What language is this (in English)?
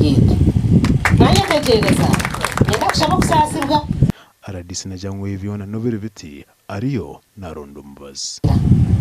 Nyankole